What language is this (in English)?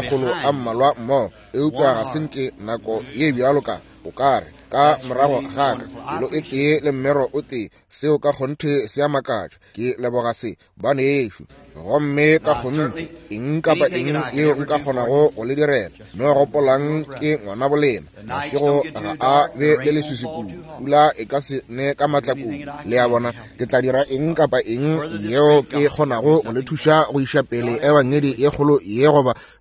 Northern Sotho